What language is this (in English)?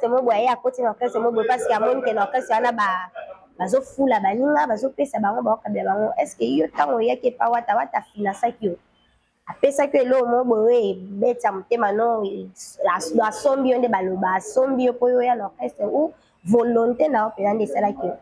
Lingala